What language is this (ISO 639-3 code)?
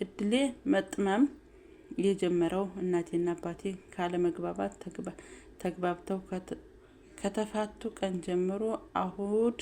amh